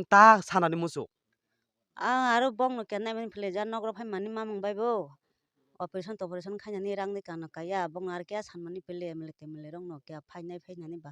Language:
Kok Borok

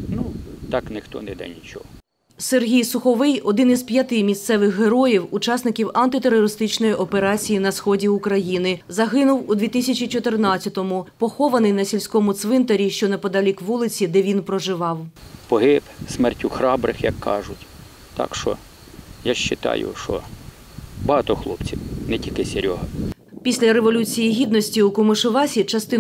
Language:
Ukrainian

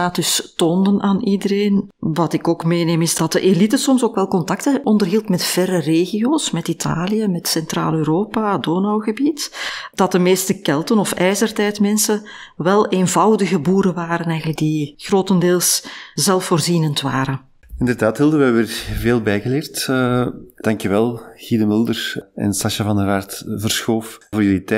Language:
Dutch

